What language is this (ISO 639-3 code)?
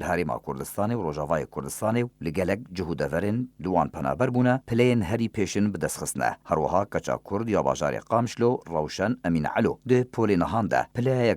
kur